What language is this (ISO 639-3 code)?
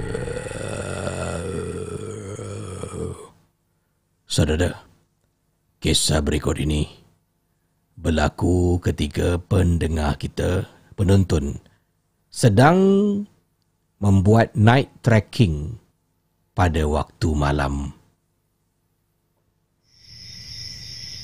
msa